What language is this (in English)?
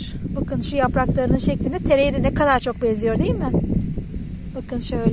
Turkish